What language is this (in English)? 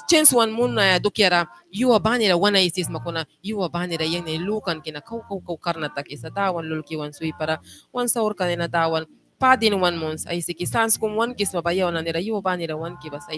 Mískito